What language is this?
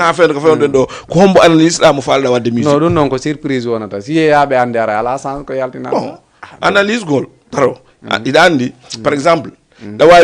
Fula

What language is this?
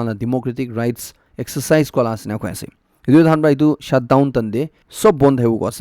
Naga Pidgin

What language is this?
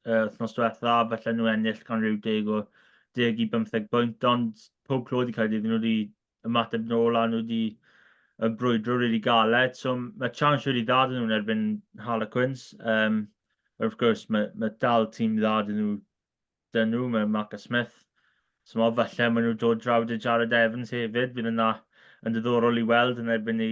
Welsh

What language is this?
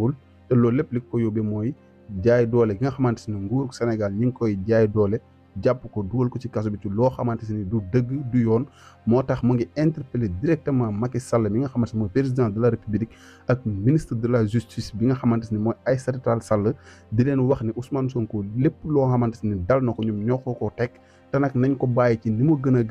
Wolof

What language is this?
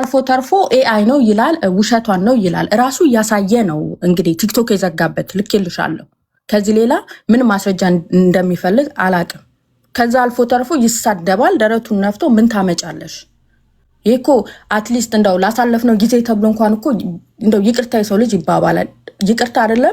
Amharic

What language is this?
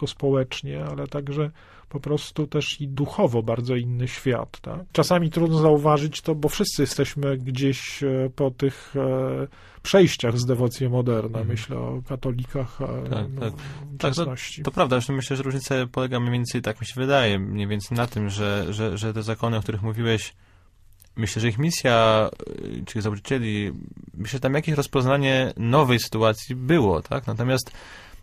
Polish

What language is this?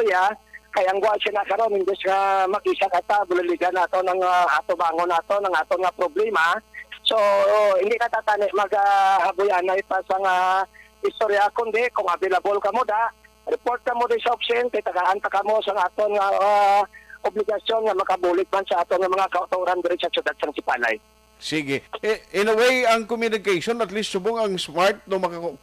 Hiligaynon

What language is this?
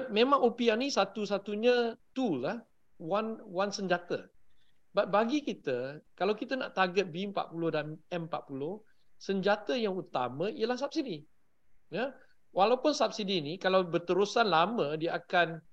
Malay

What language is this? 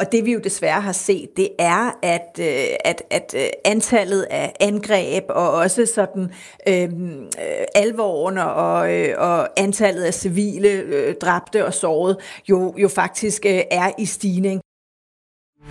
Danish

